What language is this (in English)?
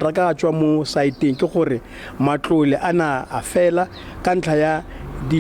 Tswana